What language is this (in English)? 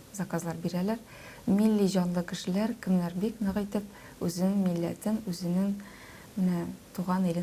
Tatar